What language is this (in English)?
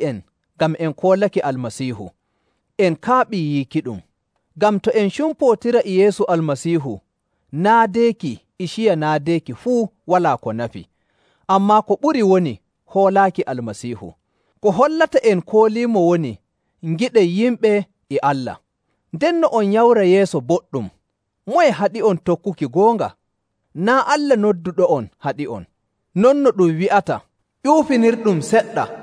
Nigerian Fulfulde